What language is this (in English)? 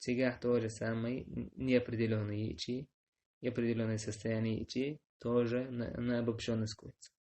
Chechen